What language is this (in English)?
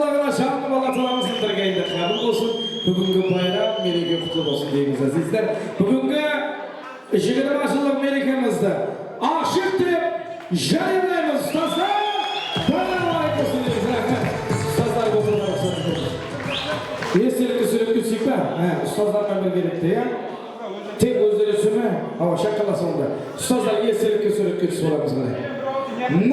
Kara-Kalpak